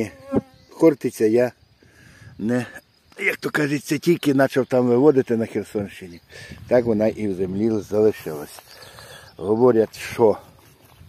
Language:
Ukrainian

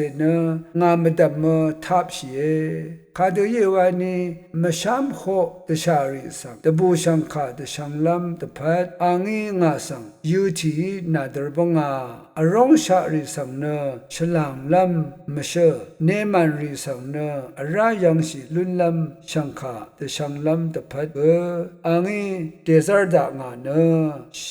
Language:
Rawang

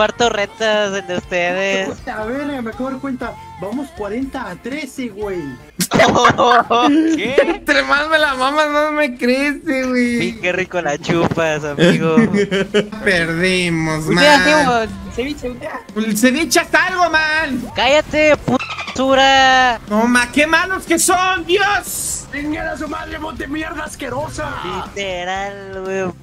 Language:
Spanish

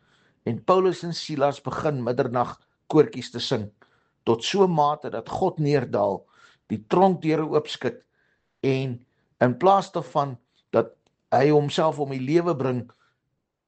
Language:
Afrikaans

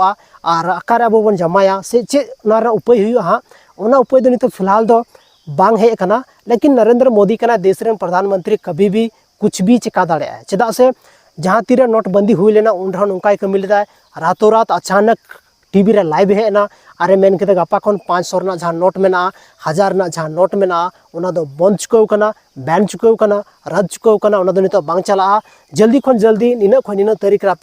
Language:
Santali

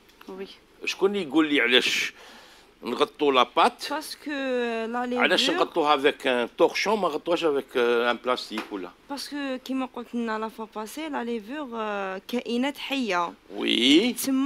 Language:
Algerian Arabic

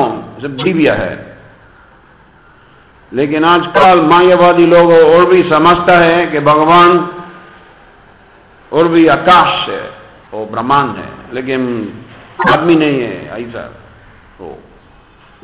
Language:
Hindi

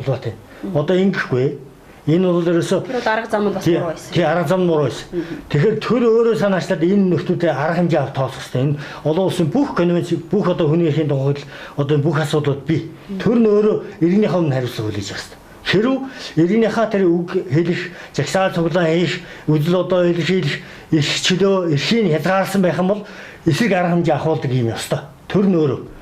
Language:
Mongolian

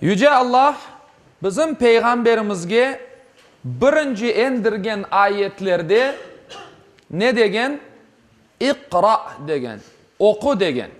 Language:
Crimean Tatar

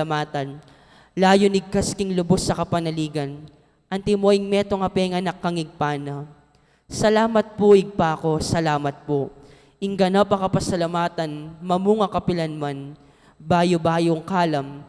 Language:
Pampanga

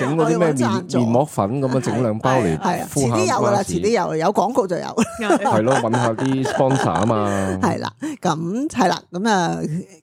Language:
Cantonese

